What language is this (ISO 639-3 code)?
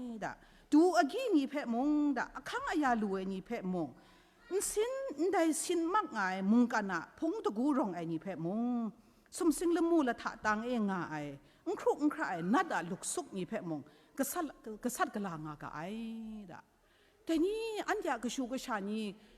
kac